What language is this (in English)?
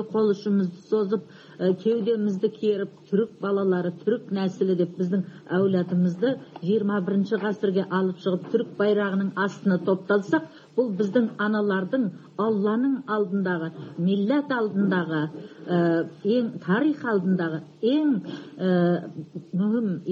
Kazakh